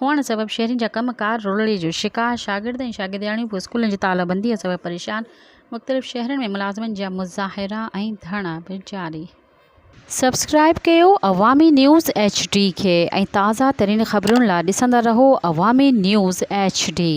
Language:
Sindhi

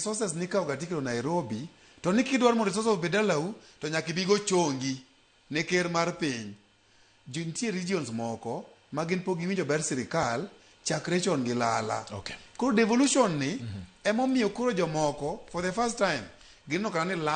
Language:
Luo (Kenya and Tanzania)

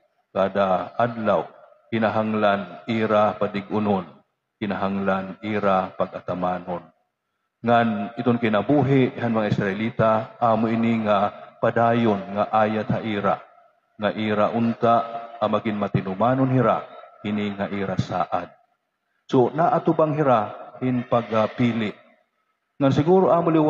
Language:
Waray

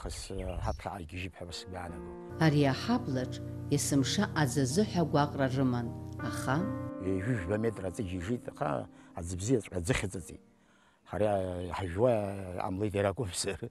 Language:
Abkhazian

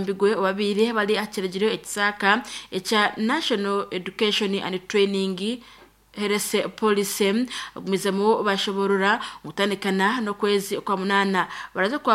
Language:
Nyankole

